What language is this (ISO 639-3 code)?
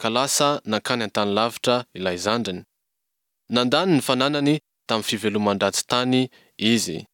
mlg